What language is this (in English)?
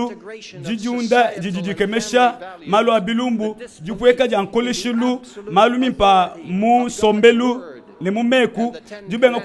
Luba-Lulua